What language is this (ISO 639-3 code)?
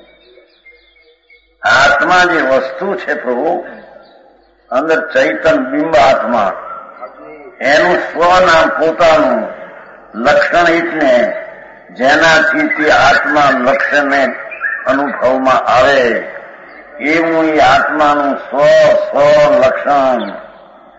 guj